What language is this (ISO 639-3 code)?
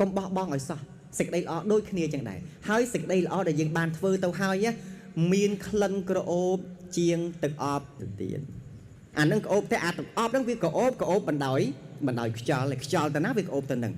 khm